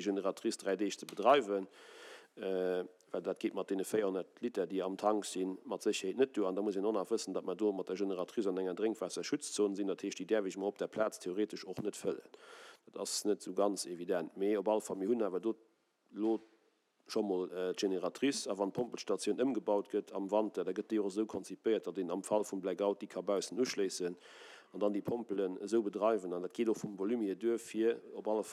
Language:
Luxembourgish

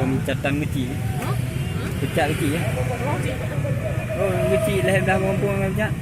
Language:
Achinese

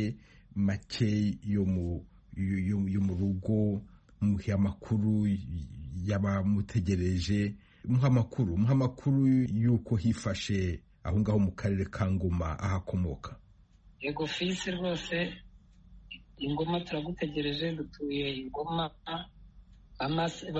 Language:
Kinyarwanda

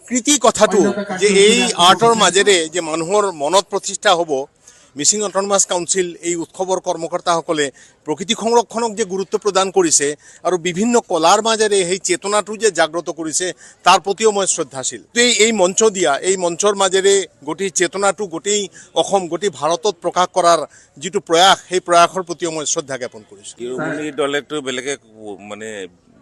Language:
Assamese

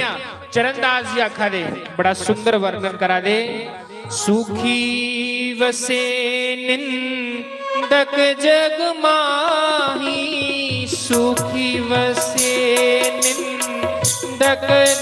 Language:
Dogri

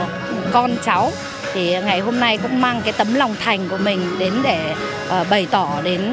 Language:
Vietnamese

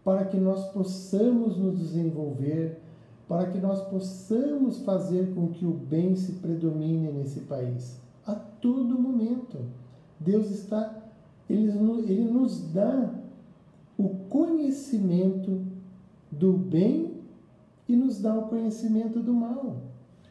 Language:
Portuguese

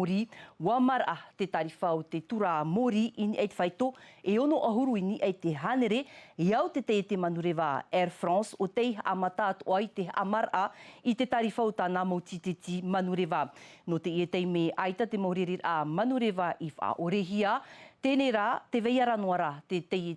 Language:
Tahitian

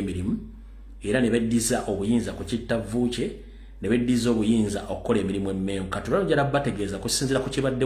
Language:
Ganda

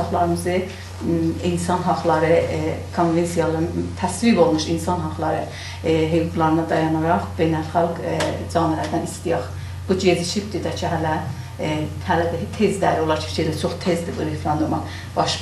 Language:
South Azerbaijani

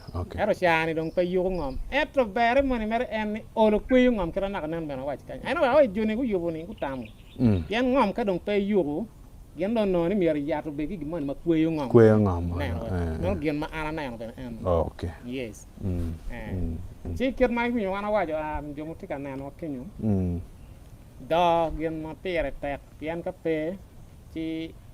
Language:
Acoli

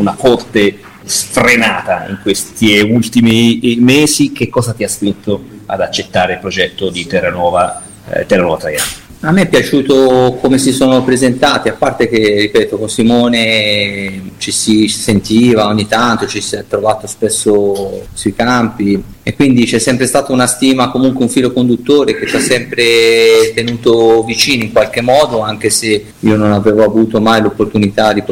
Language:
Italian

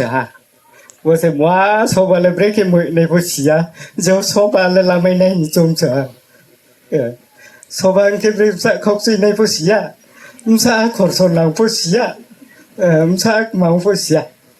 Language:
Riang (India)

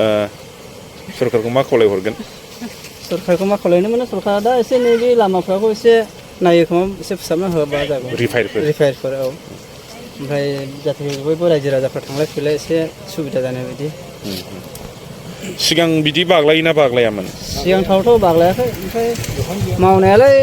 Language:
Bodo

